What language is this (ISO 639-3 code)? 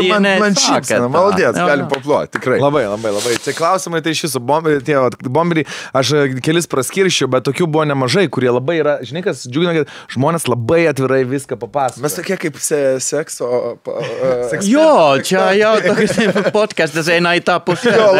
lit